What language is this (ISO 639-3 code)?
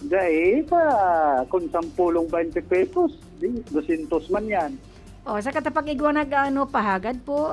bik